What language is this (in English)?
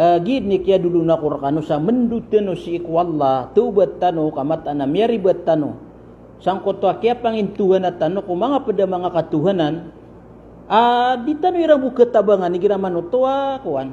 Maranao